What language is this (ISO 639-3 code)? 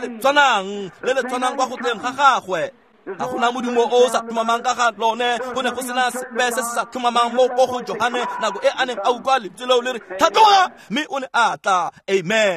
tsn